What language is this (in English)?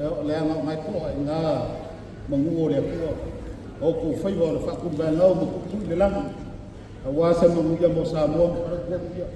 Samoan